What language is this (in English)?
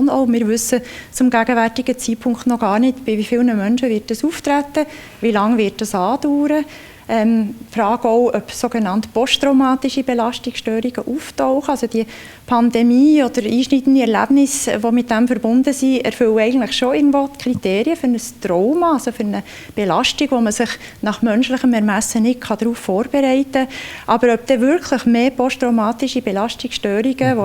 Swiss German